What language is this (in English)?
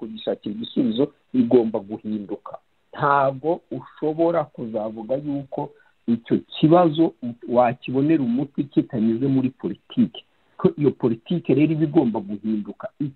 Kinyarwanda